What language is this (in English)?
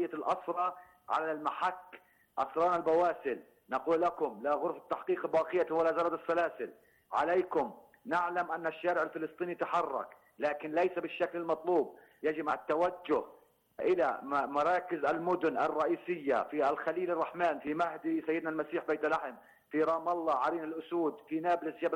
Arabic